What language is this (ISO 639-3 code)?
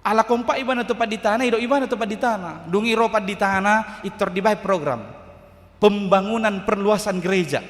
bbc